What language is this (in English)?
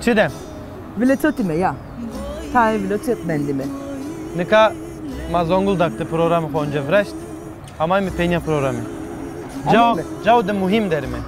Zaza